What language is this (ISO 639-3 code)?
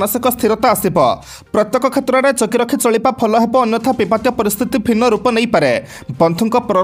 ori